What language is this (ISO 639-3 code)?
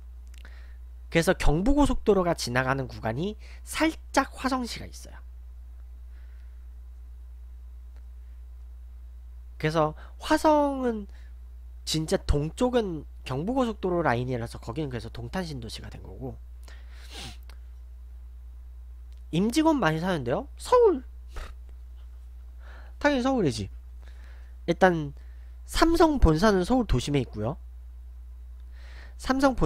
kor